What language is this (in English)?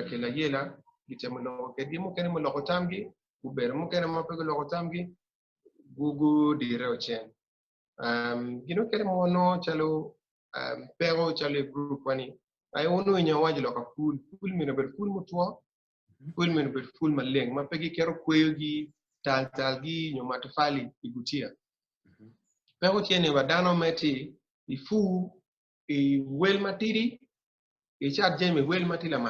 Acoli